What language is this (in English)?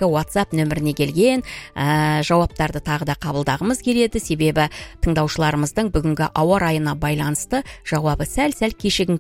Kazakh